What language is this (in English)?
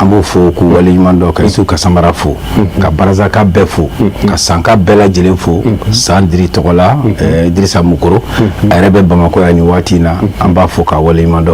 Bambara